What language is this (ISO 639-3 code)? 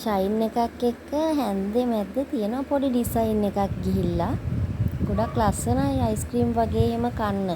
sin